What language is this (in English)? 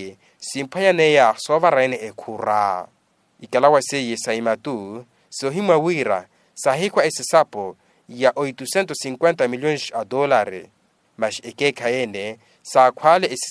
Makhuwa